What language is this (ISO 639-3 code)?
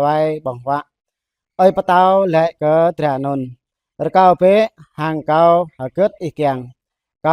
jra